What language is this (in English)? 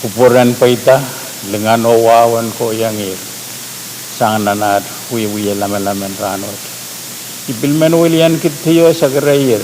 Pohnpeian